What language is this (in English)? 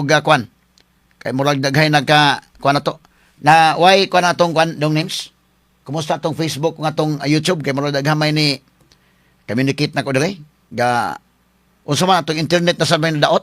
Cebuano